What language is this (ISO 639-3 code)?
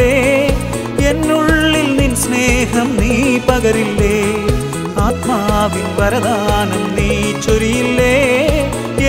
mal